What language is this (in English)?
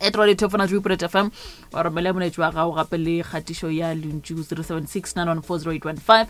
Northern Sotho